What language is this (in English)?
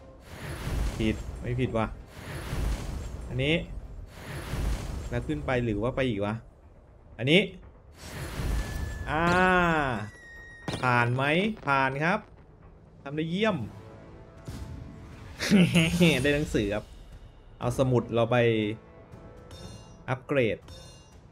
Thai